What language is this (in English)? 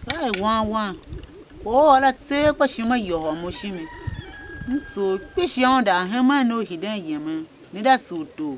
Tiv